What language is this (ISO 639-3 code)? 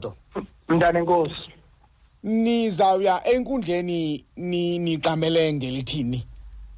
xho